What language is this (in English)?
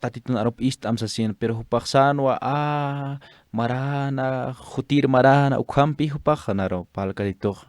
Aymara